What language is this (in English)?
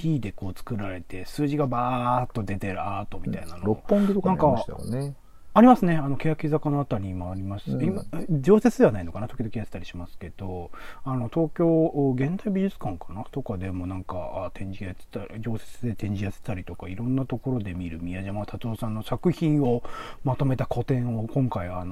Japanese